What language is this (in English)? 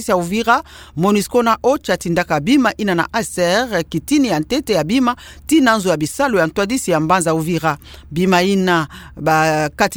Kituba (Democratic Republic of Congo)